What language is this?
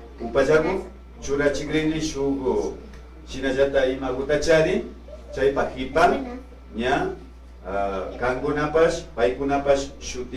Imbabura Highland Quichua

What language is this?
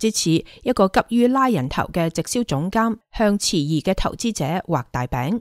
Cantonese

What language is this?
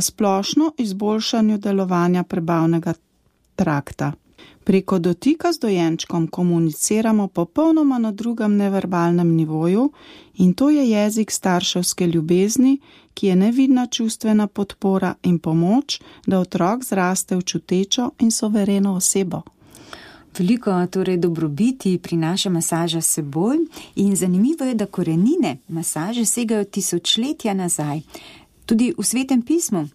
Slovenian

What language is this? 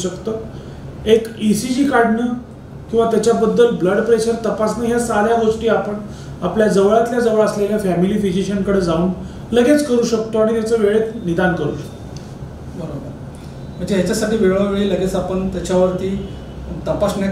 Marathi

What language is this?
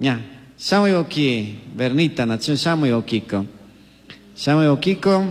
Chimborazo Highland Quichua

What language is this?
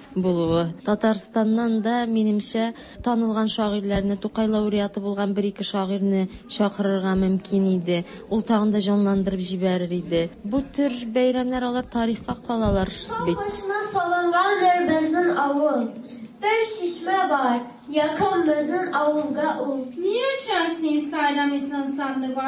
Tatar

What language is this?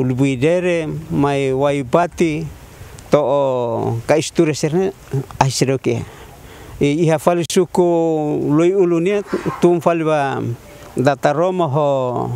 Tetum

